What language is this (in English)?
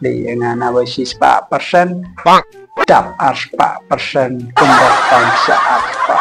Khasi